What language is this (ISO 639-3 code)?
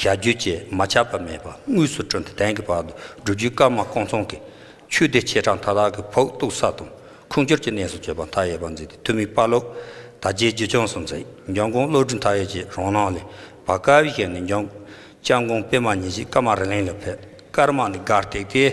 bod